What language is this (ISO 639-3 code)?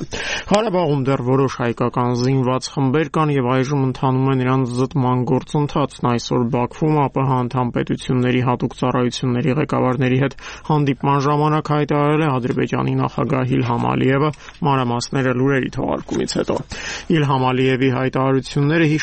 hye